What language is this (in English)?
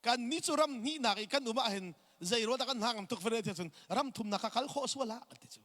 Hakha Chin